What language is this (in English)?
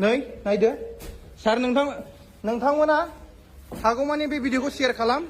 Bodo